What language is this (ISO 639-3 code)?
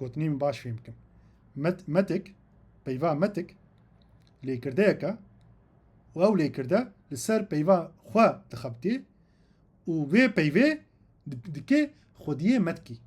kur